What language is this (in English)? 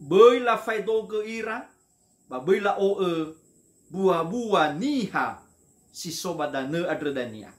Nias